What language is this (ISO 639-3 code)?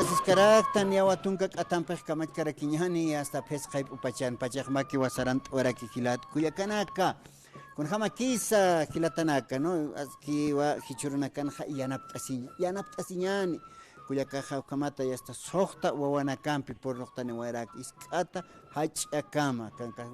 aym